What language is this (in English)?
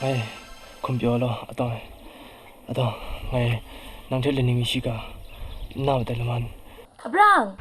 Kachin